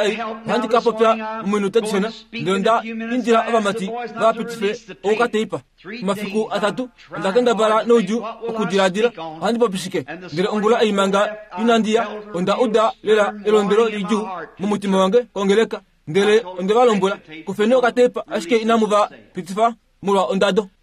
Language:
Kuanyama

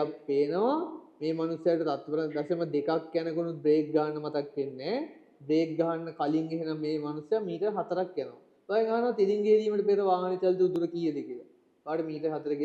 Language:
Sinhala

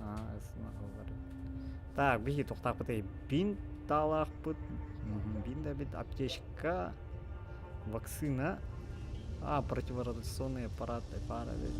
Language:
Yakut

